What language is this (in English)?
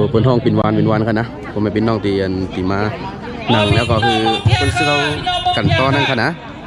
Shan